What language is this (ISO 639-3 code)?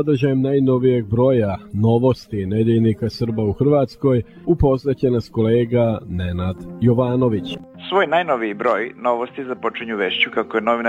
srp